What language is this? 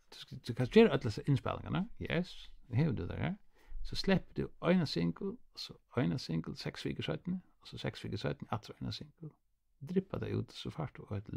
Faroese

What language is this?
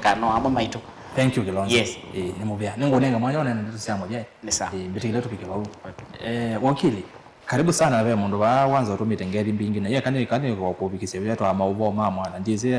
Kamba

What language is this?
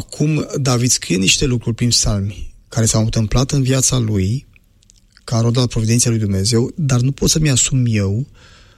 Romanian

